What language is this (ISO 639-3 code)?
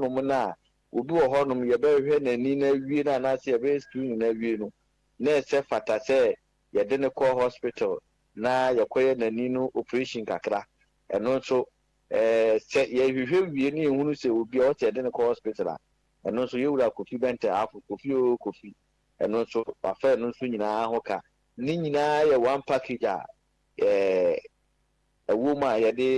aka